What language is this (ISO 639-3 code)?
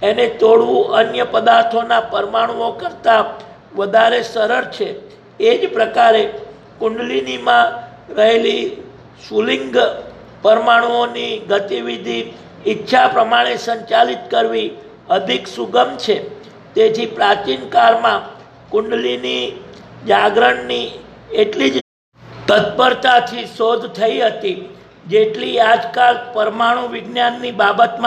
guj